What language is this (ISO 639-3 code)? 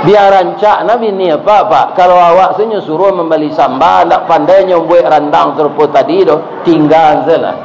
min